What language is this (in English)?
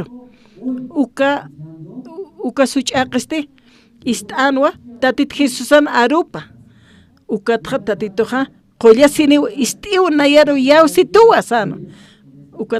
Aymara